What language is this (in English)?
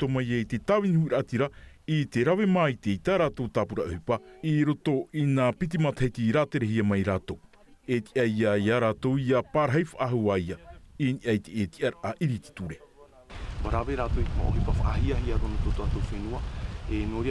Tahitian